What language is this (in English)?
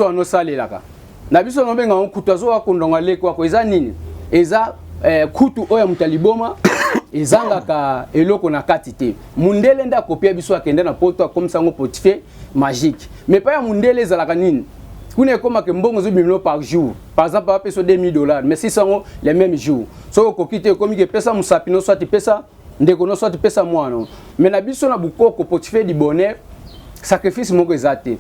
Lingala